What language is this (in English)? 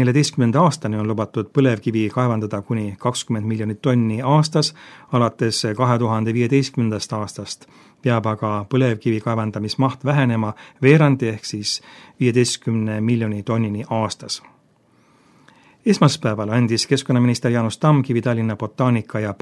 Estonian